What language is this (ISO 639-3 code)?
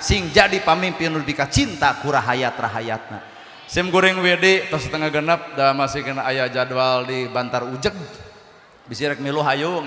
sun